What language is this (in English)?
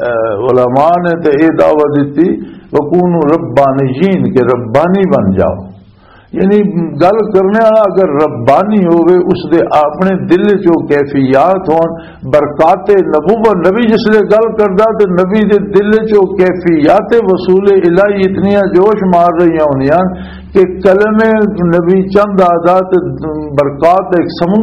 Western Panjabi